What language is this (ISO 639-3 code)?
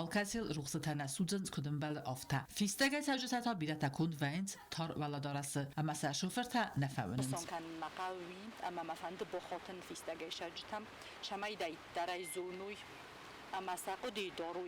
oss